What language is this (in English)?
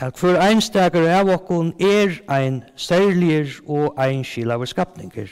Faroese